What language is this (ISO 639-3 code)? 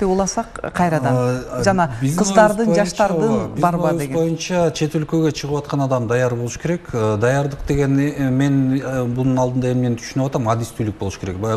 kir